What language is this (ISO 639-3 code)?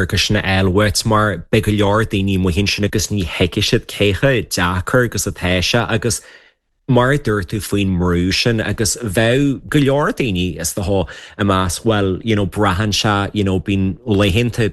gle